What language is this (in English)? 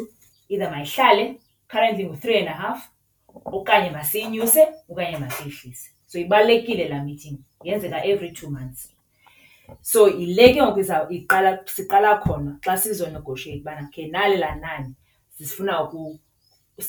Xhosa